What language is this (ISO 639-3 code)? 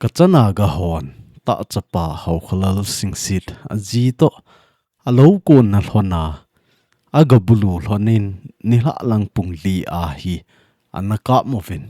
tcz